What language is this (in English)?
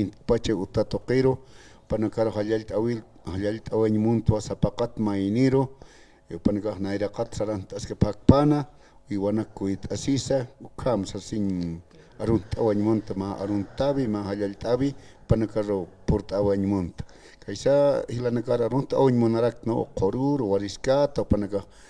Aymara